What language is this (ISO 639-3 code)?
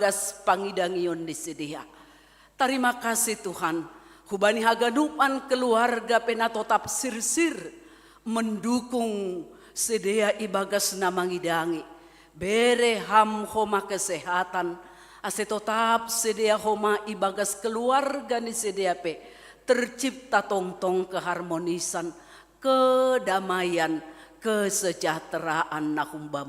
bts